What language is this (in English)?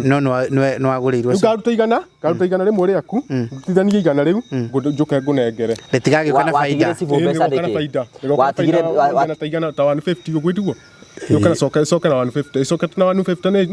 Kikuyu